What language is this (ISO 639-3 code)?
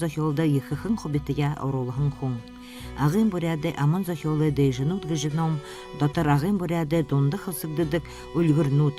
bua